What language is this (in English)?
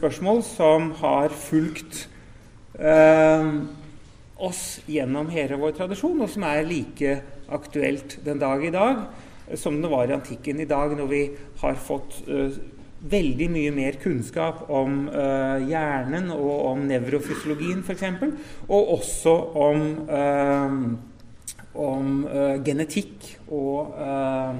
Norwegian